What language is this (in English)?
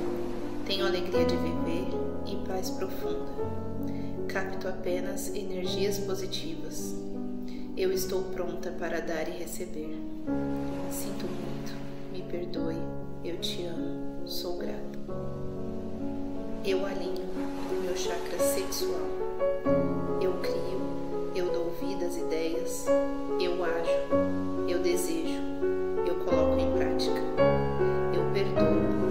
Portuguese